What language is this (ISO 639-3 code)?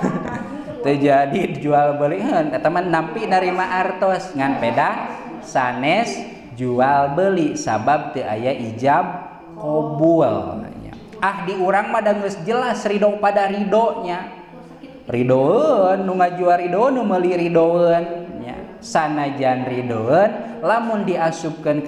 sun